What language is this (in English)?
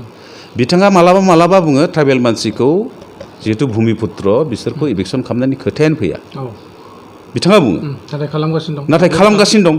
Bodo